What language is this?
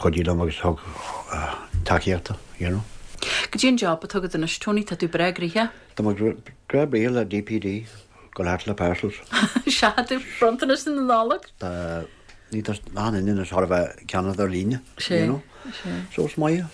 Irish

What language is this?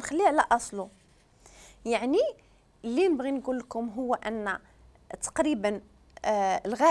Moroccan Arabic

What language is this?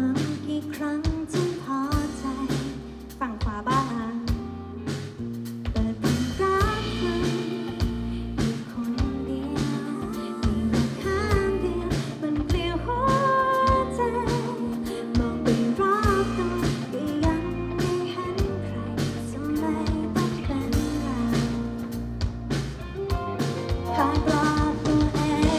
Thai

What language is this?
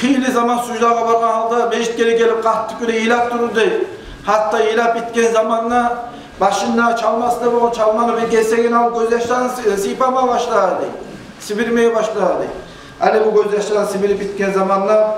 Kumyk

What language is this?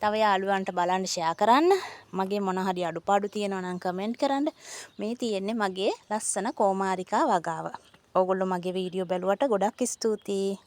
Sinhala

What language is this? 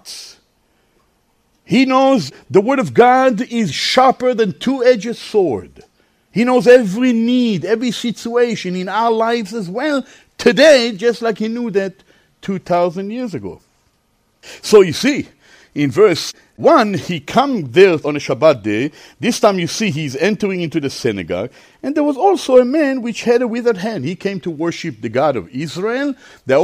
English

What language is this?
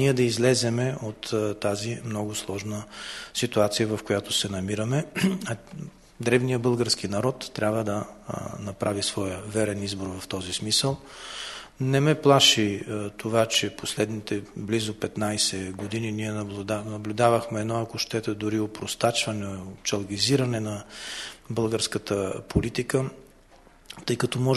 Bulgarian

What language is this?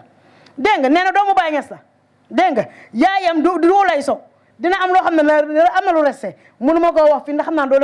Wolof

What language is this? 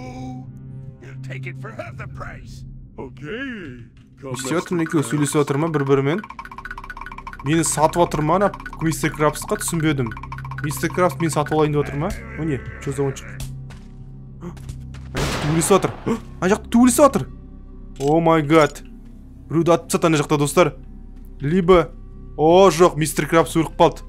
Kazakh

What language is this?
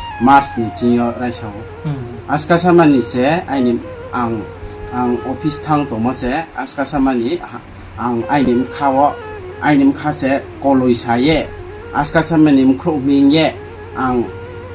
Riang (India)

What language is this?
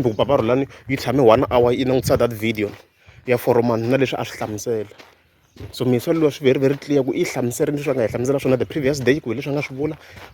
Tsonga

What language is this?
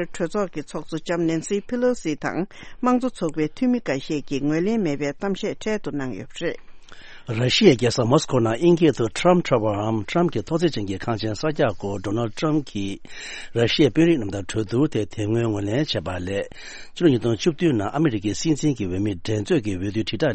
Tibetan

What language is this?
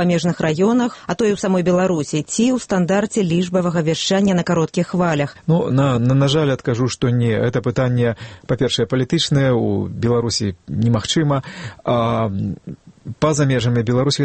Belarusian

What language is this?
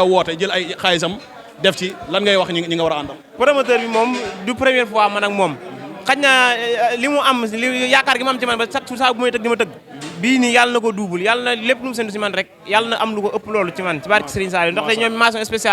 Wolof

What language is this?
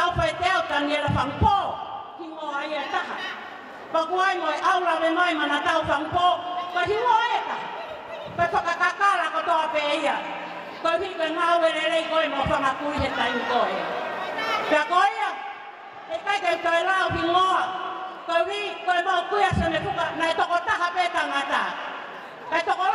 Tongan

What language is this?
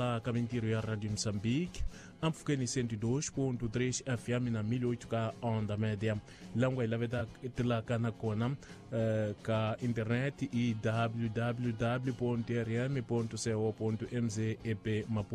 Tsonga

